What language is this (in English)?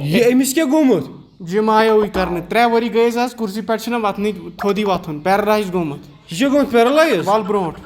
Kashmiri